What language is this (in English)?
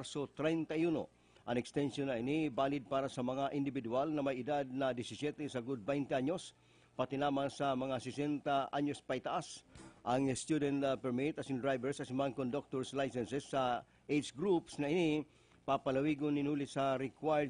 Bikol